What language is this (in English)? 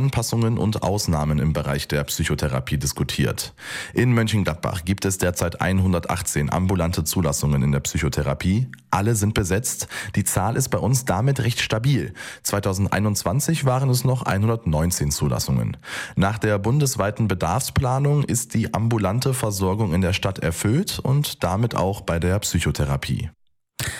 German